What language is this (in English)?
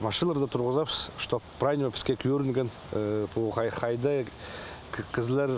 Khakas